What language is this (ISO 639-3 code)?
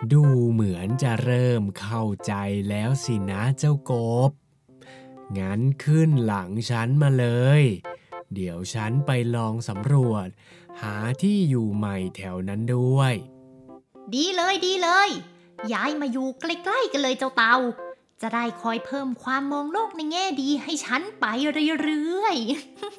tha